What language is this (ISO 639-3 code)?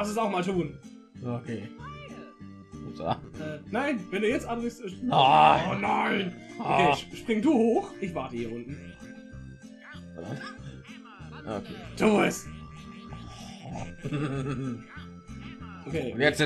deu